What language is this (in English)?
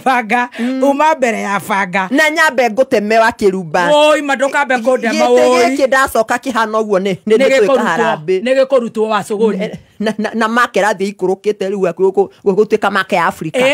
Kikuyu